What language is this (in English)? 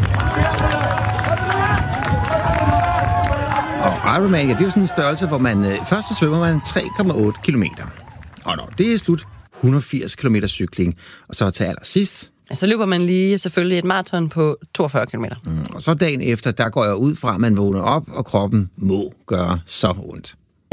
Danish